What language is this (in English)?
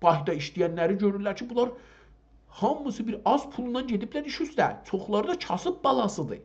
South Azerbaijani